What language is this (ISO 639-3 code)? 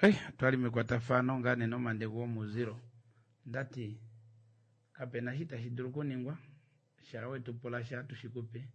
kua